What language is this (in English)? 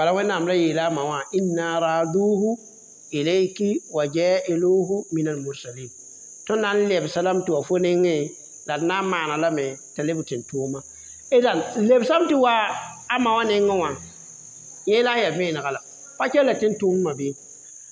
Mossi